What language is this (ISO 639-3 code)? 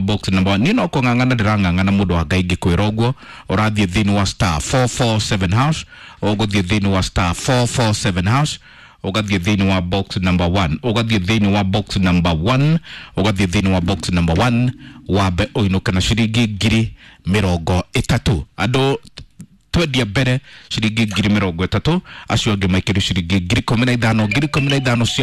kik